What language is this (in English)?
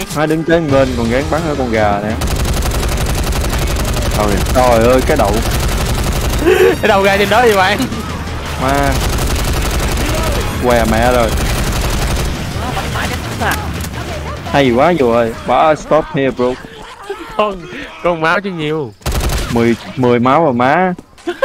Vietnamese